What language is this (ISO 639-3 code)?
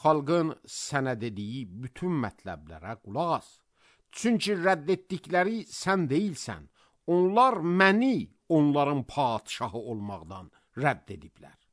aze